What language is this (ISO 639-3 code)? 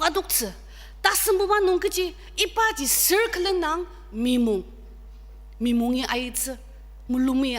njo